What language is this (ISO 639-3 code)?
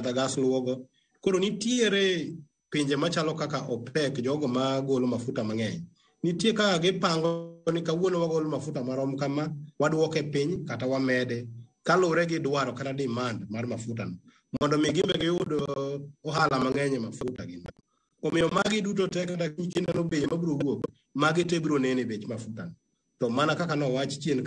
luo